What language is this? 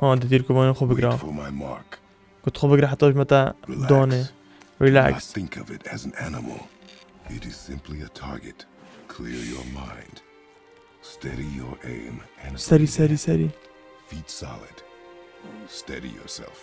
Kurdish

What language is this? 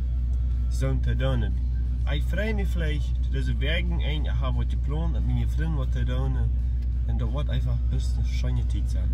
Plautdietsch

